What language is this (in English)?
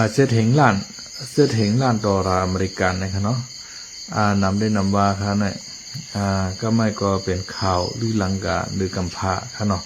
Shan